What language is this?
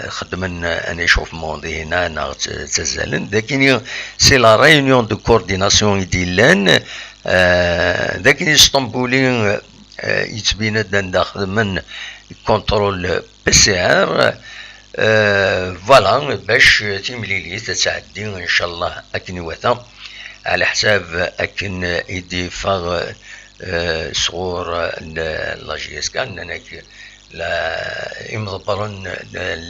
Kabyle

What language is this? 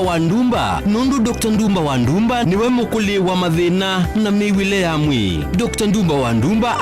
Kamba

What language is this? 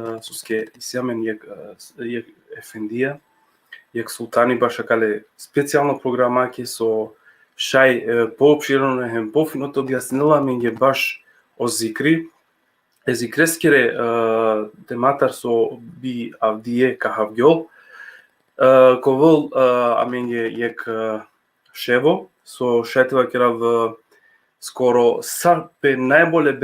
Balkan Romani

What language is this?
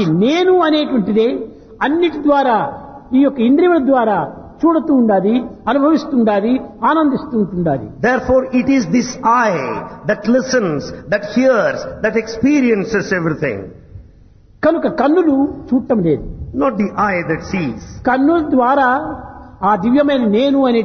Telugu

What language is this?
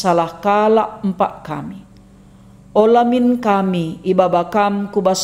Batak Karo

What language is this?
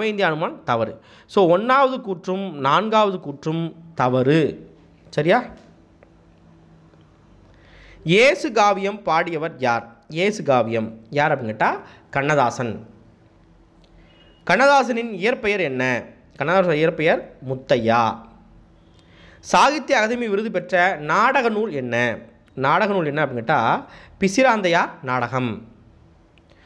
Tamil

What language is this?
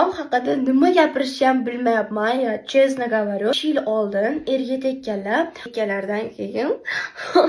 Uzbek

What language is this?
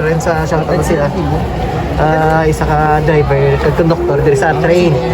Hiligaynon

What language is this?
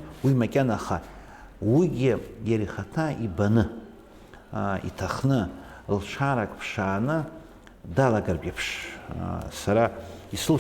Abkhazian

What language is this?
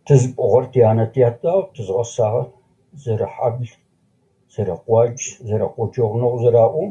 Adyghe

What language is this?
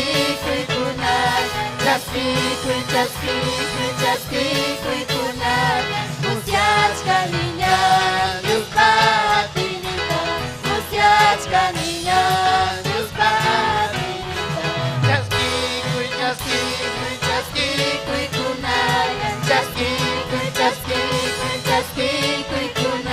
Ayacucho Quechua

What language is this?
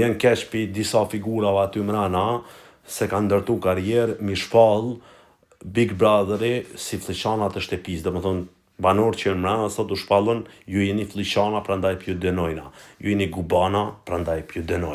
Albanian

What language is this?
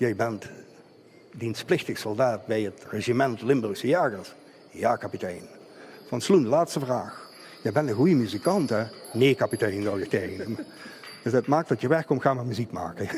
Limburgish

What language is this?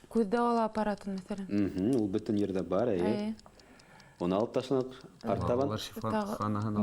Bashkir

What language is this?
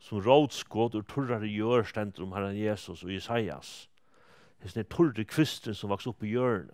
Faroese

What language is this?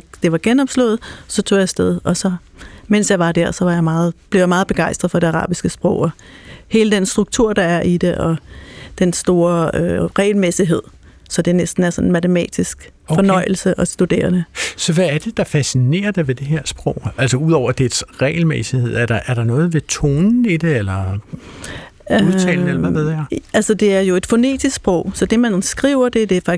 Danish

